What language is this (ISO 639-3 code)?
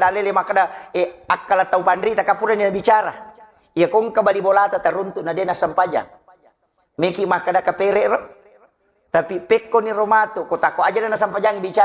bug